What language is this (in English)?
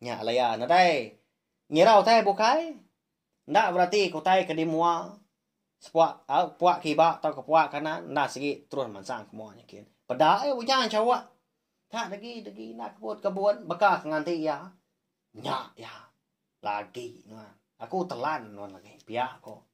Iban